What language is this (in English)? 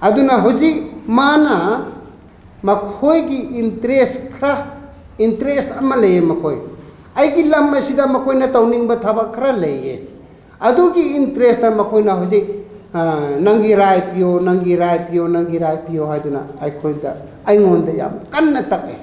Manipuri